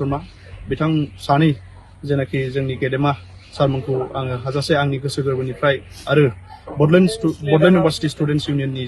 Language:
Bodo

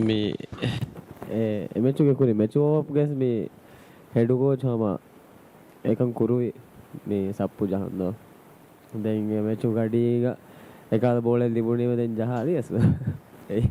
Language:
Divehi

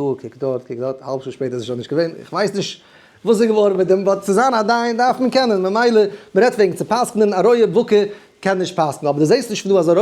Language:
Yiddish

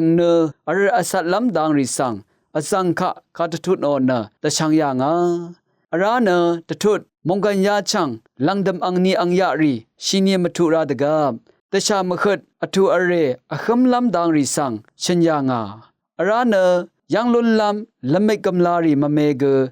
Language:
Rawang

